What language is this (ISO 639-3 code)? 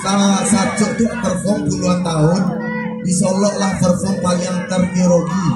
min